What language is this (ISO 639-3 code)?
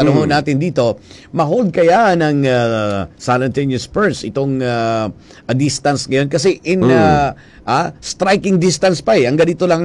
fil